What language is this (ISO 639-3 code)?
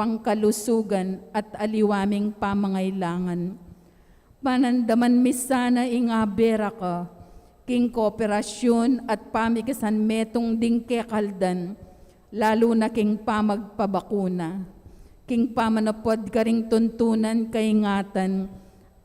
pam